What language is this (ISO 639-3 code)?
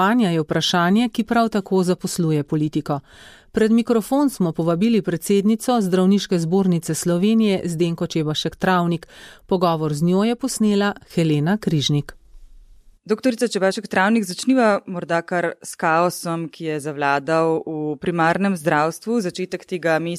slv